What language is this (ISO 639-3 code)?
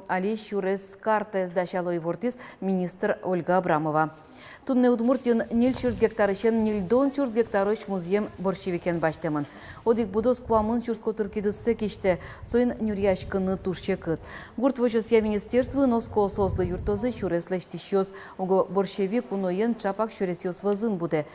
udm